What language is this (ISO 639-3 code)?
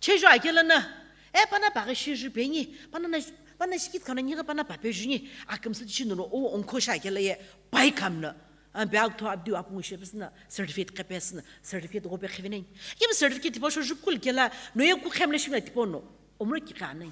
nsm